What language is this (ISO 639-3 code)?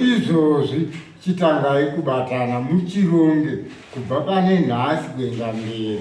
sna